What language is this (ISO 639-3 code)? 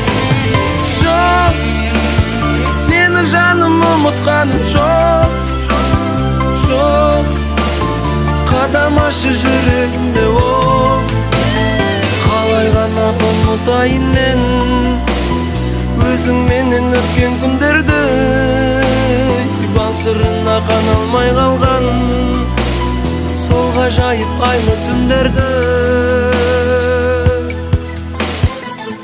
kaz